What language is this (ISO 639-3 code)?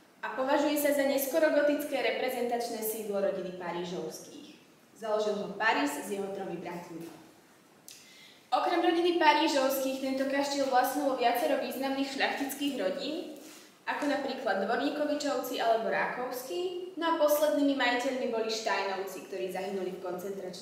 slk